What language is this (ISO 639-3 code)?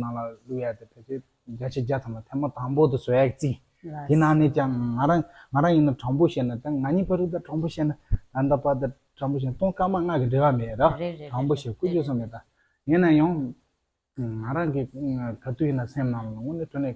bod